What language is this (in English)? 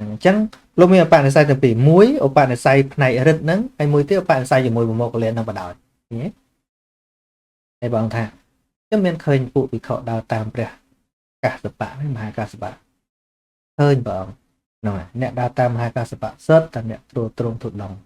Khmer